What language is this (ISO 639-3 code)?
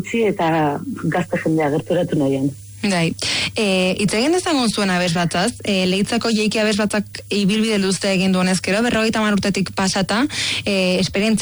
eus